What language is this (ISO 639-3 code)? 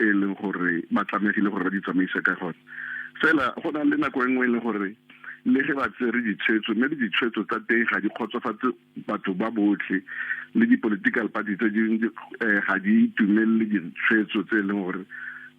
tsn